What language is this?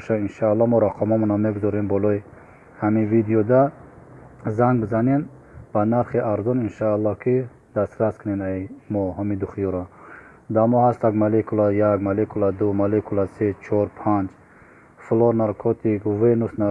Tajik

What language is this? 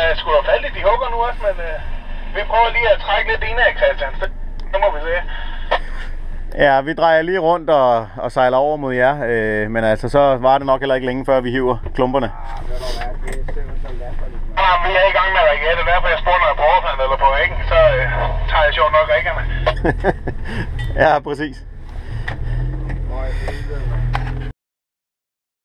Danish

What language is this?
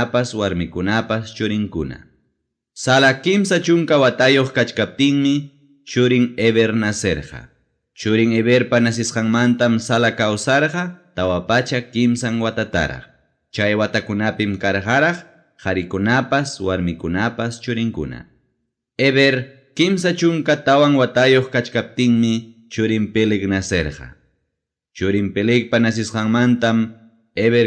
Ayacucho Quechua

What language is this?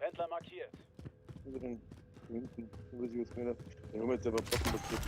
Bavarian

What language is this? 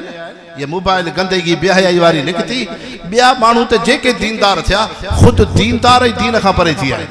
Sindhi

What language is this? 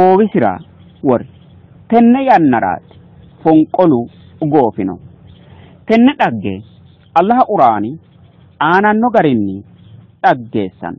Sidamo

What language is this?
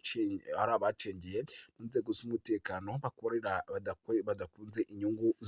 Kinyarwanda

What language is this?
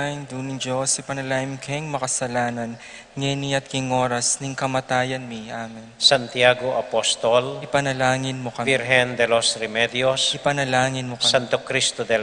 Pampanga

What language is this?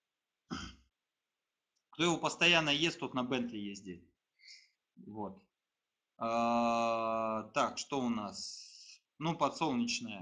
Russian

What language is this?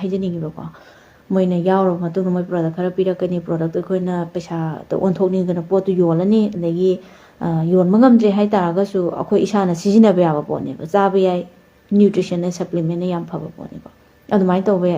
Manipuri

